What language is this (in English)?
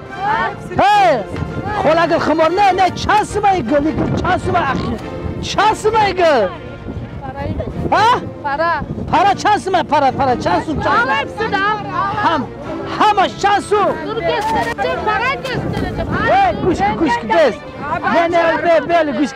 Tajik